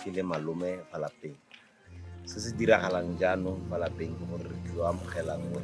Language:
Tswana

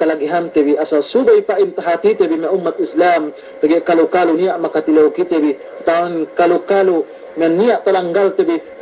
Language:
Yakan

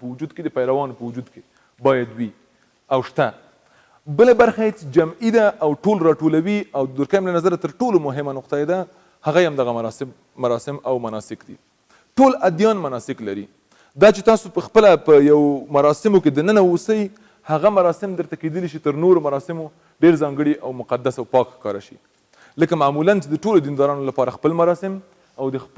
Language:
Pashto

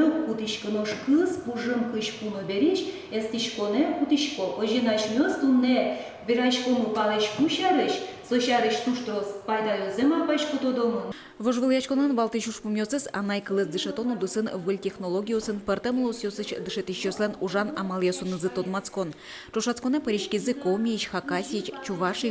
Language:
Udmurt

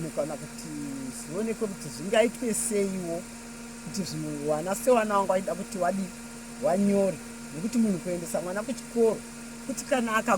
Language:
Shona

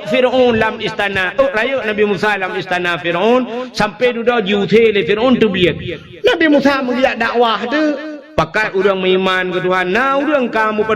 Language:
Achinese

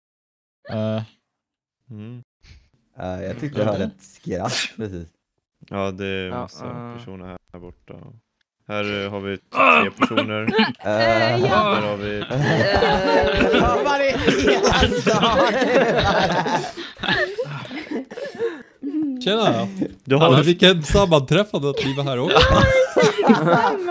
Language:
Swedish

